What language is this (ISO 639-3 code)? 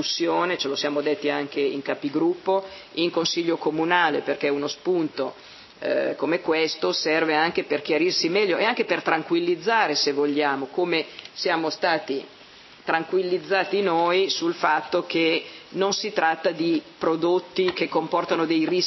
ita